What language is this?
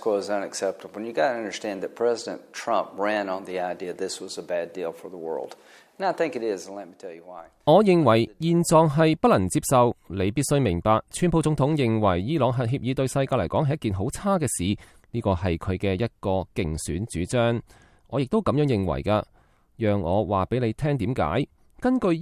Cantonese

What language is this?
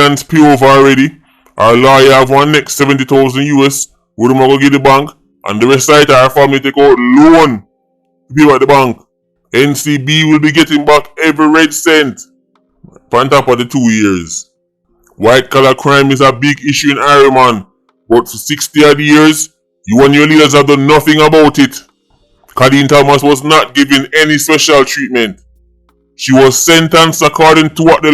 Jamaican Creole English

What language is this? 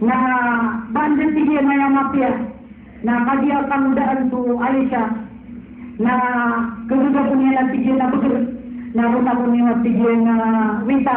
Maranao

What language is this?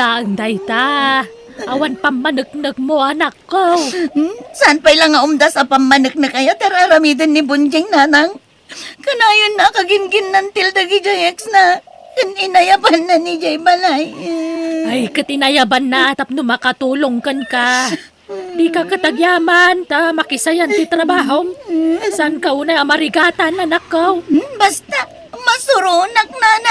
Iloko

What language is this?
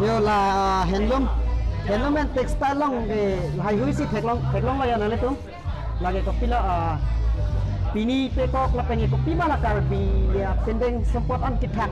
Karbi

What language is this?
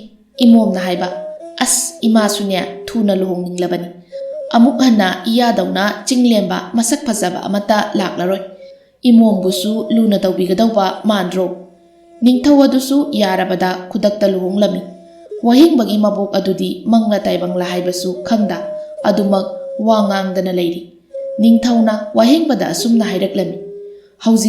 Manipuri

